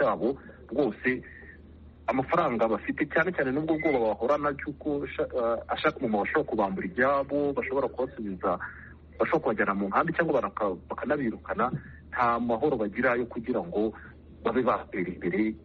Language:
Kinyarwanda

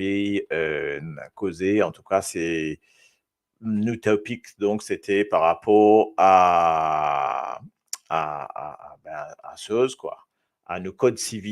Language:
Morisyen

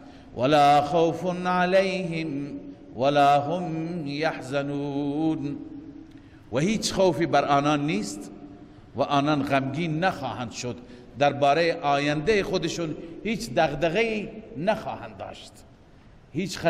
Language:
Persian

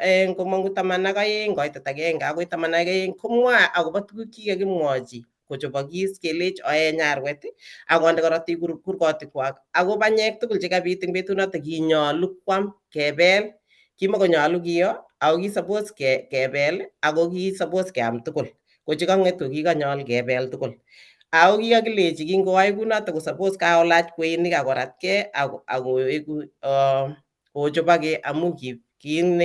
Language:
Kalenjin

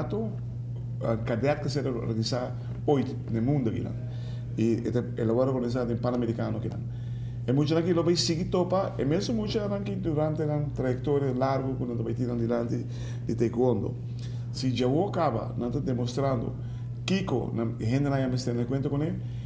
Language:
Papiamento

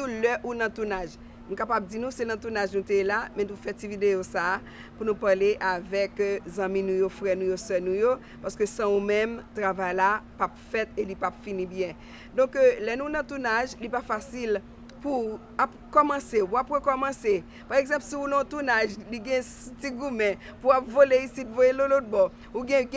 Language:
Haitian Creole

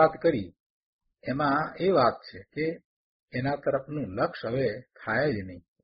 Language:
Gujarati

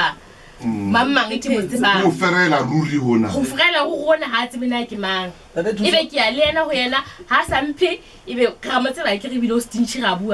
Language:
Southern Sotho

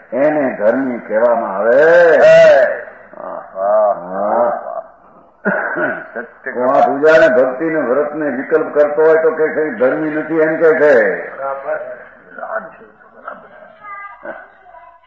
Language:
Gujarati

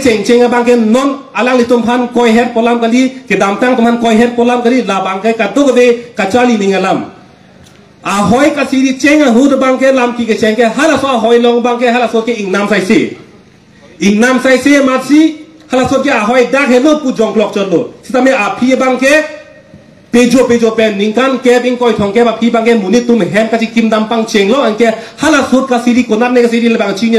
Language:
Karbi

